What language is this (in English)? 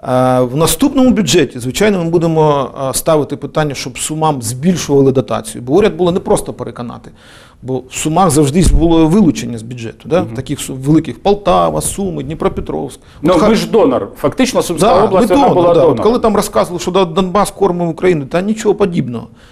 Ukrainian